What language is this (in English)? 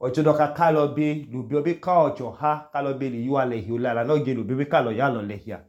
Idoma